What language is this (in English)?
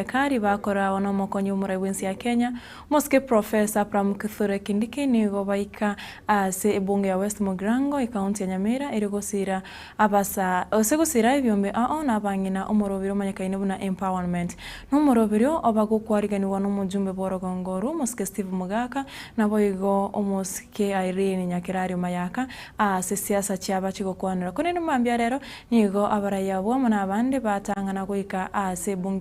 Gusii